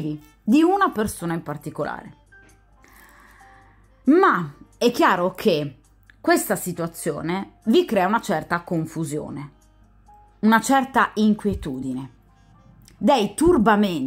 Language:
Italian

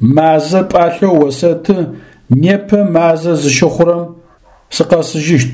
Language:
Adyghe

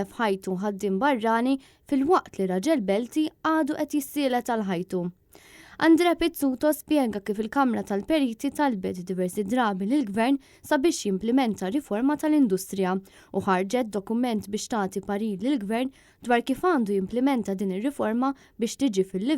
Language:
Maltese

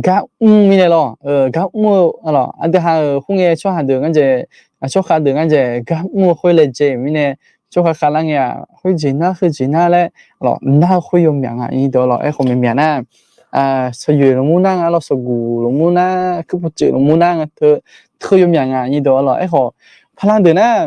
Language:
Akha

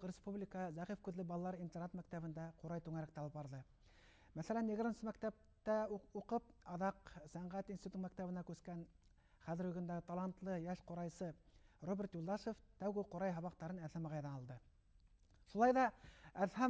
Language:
Bashkir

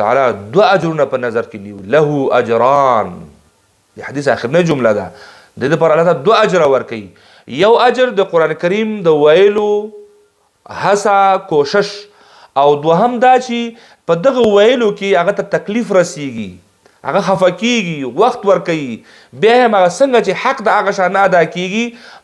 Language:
Pashto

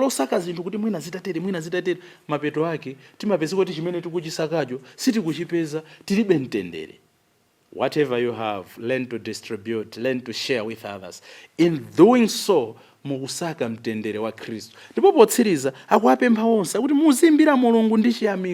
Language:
Nyanja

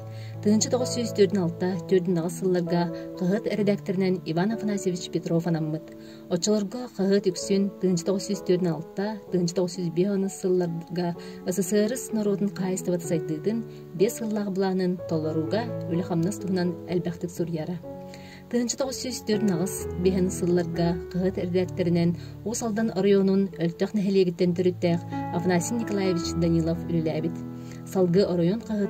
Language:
Yakut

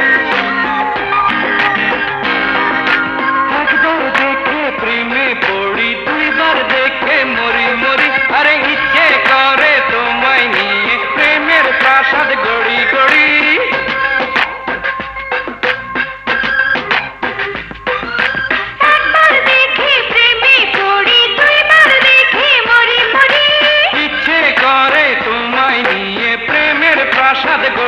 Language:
Bangla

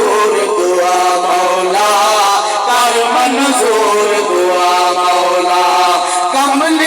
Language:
Saraiki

